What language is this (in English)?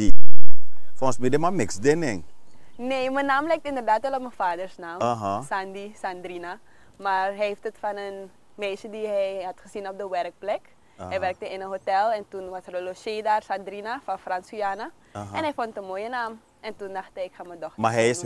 Dutch